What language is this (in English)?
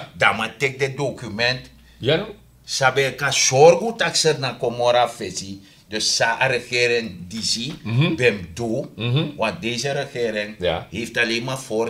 Sranan Tongo